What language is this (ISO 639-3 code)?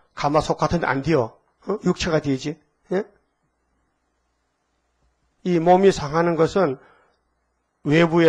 kor